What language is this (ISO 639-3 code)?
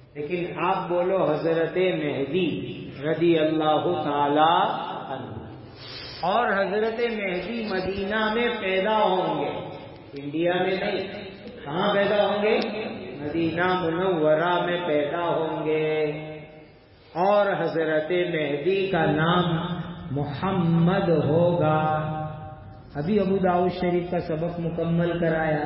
urd